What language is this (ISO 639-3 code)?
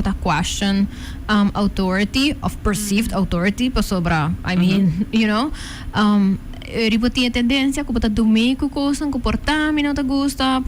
pap